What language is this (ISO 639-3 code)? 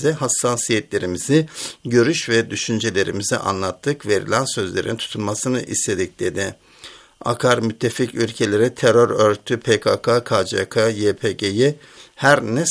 tur